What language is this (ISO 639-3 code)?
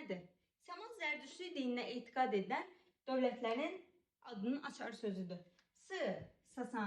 aze